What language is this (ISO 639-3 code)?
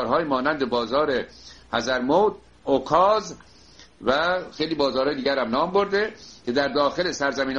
fas